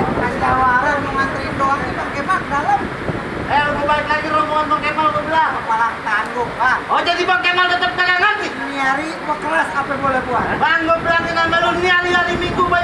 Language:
Betawi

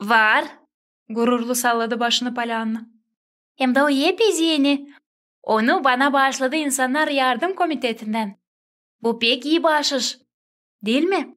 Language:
Gagauz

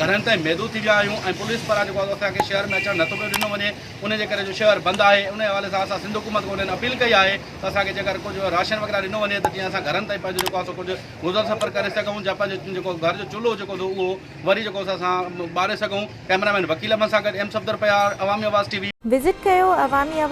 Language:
Sindhi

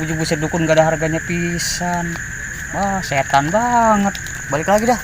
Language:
Betawi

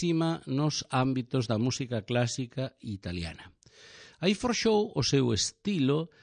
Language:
Galician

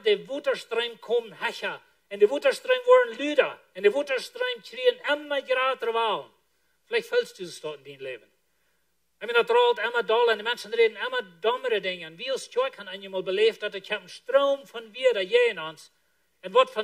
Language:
Plautdietsch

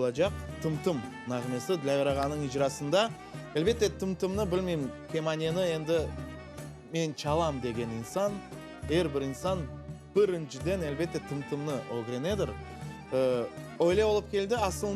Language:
Crimean Tatar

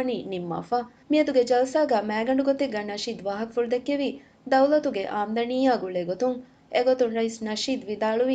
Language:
Divehi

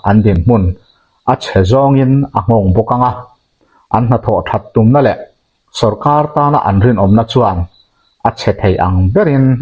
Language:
Mizo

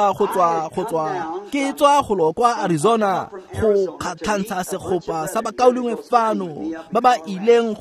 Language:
Tswana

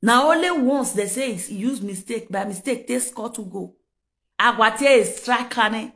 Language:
Nigerian Pidgin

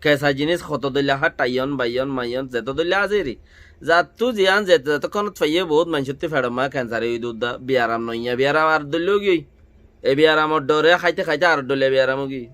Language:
Rohingya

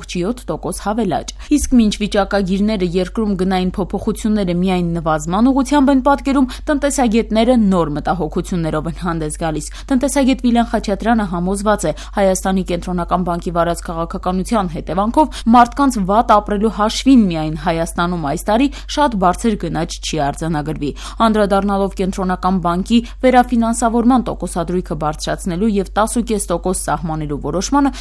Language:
Armenian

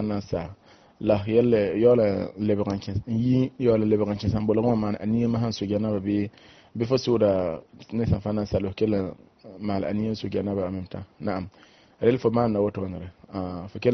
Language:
Mossi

